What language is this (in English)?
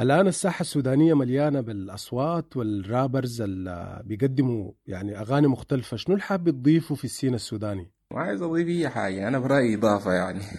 Sudanese Arabic